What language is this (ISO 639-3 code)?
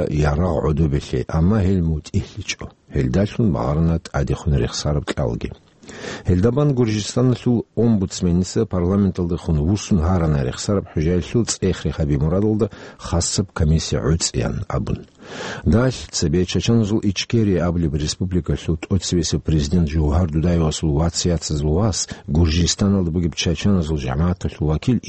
ava